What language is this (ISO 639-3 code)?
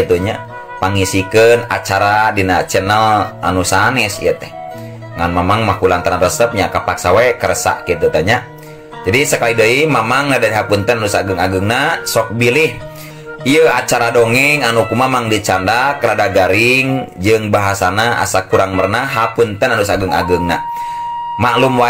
sun